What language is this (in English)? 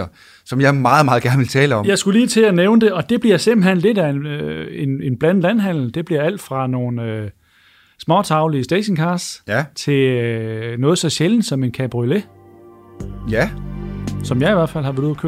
Danish